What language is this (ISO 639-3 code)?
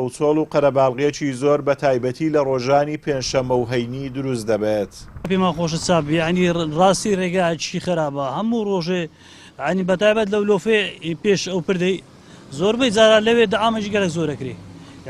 ckb